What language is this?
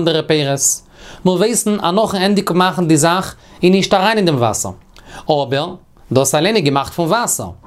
Yiddish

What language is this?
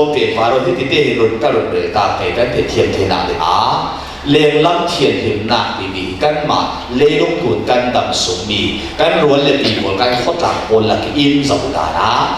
Falam Chin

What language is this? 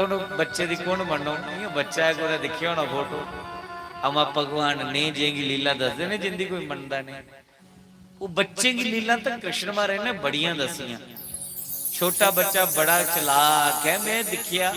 Dogri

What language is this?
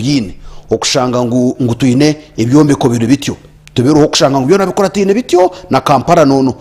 Nyankole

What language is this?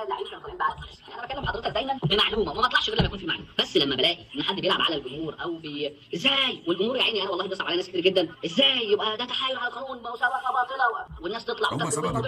Egyptian Arabic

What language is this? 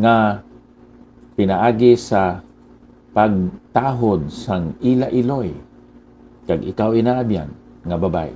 Hiligaynon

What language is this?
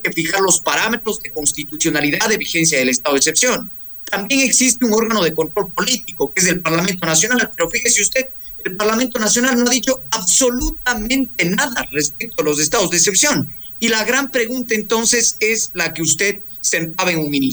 Spanish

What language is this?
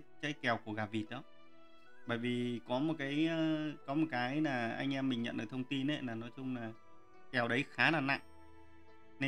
Vietnamese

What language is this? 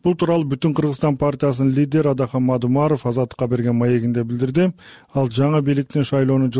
Kyrgyz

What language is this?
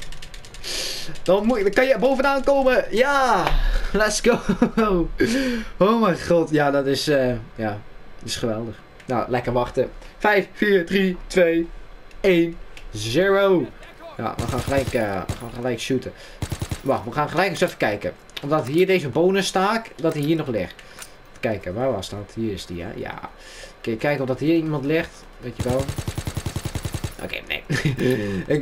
Dutch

